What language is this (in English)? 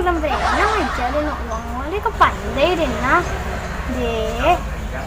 Minangkabau